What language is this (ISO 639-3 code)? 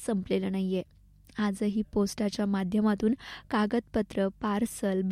mar